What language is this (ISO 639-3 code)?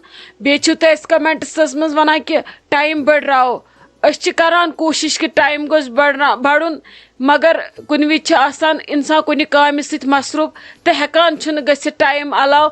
kas